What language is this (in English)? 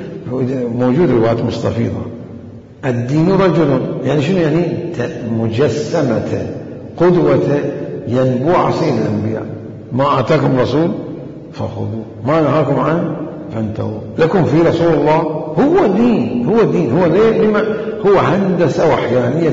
Mesopotamian Arabic